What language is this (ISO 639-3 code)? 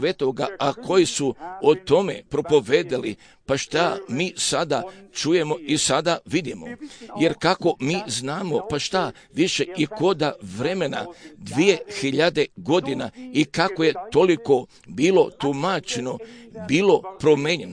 hrv